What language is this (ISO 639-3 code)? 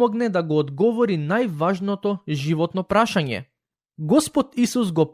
mkd